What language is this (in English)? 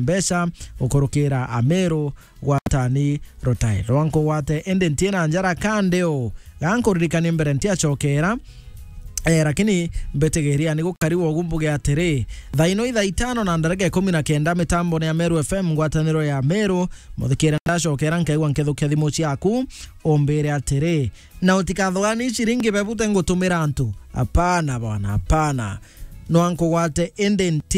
Meru